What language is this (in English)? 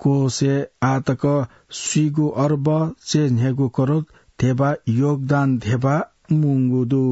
Newari